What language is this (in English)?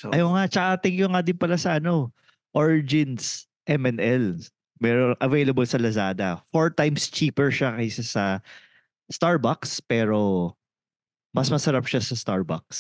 Filipino